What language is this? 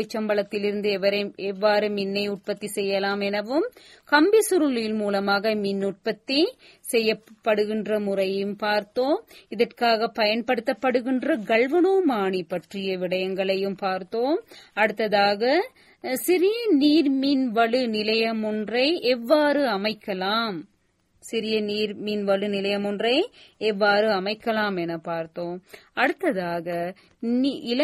Tamil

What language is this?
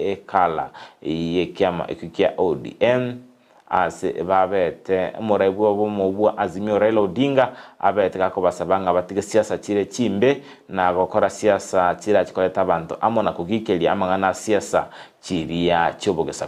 Gusii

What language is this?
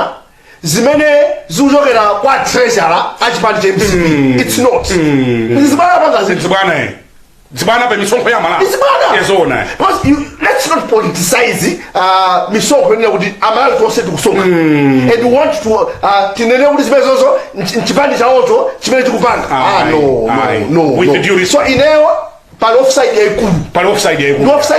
Nyanja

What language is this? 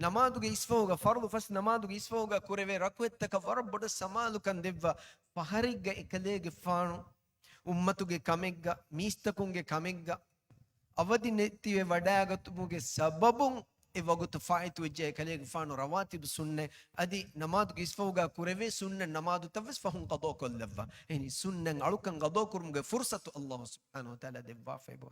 Divehi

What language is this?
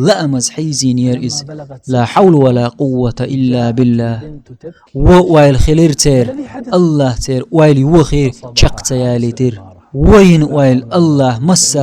Chechen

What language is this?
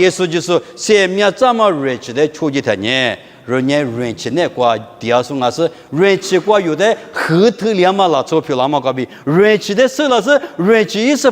Lisu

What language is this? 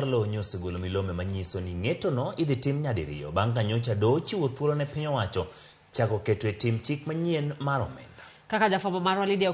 Luo (Kenya and Tanzania)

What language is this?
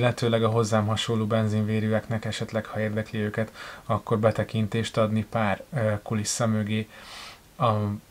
Hungarian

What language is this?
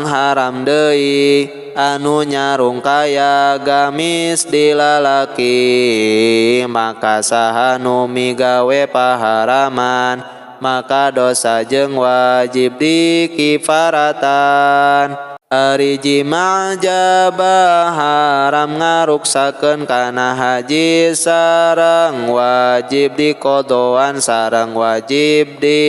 Sundanese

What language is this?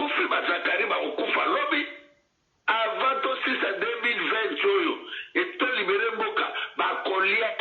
Lingala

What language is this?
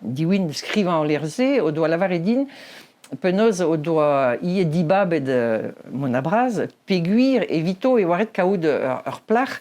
Breton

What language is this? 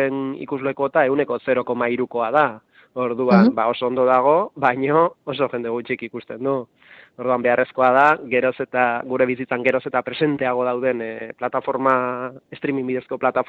Basque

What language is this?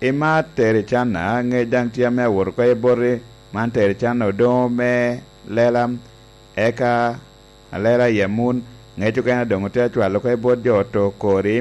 Lango (Uganda)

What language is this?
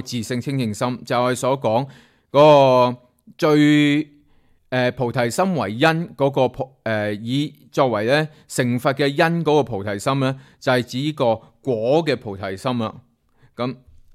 Cantonese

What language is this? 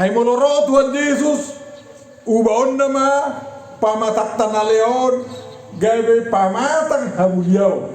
Batak Toba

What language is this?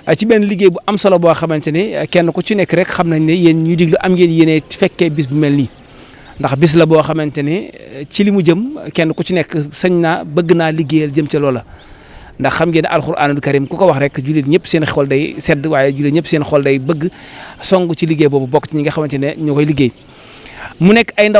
Wolof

